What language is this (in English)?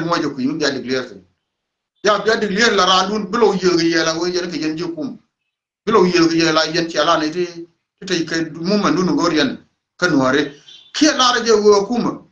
Nuer